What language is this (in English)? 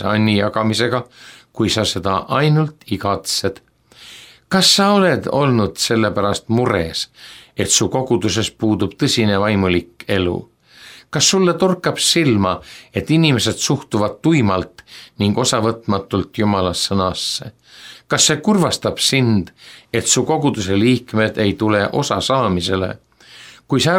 Estonian